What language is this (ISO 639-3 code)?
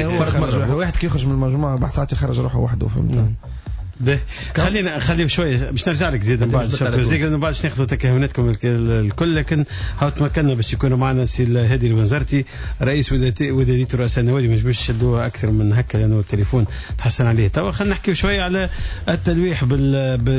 aeb